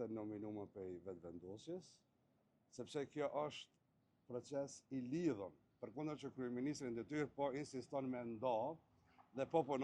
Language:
Albanian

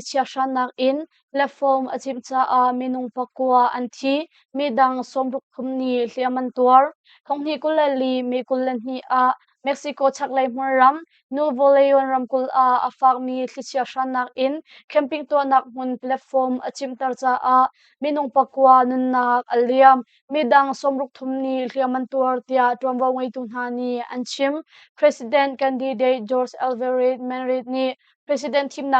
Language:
Hakha Chin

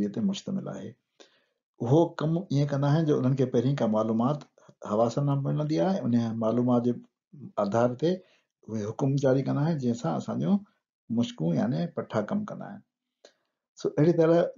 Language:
Sindhi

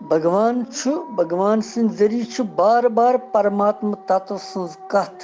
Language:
Kashmiri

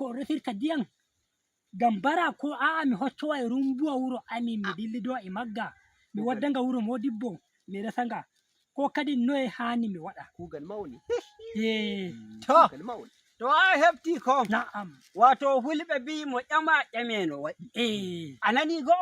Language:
Nigerian Fulfulde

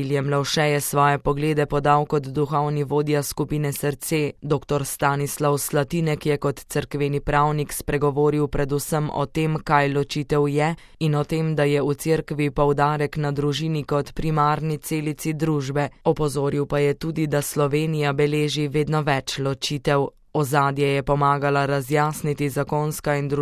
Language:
Slovenian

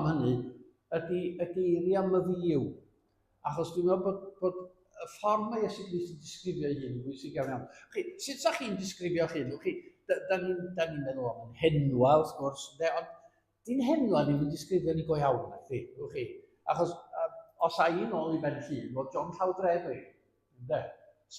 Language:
Welsh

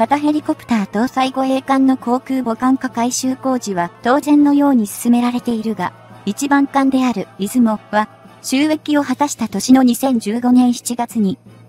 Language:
Japanese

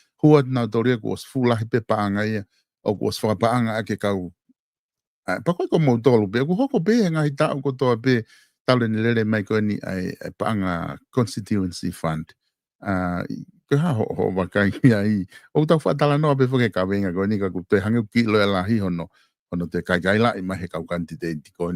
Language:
Tongan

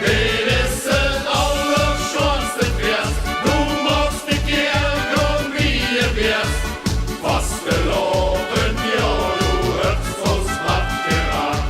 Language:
Limburgish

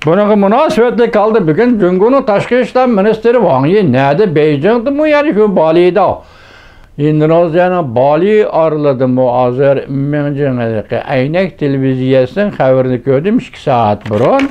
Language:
Uyghur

